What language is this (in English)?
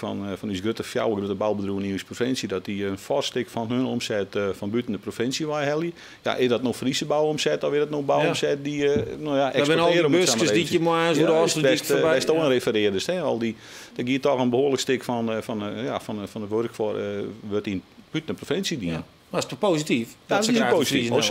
Western Frisian